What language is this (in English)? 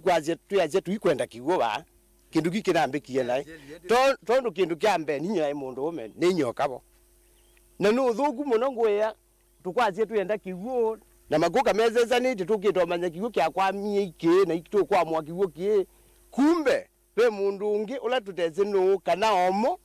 Kamba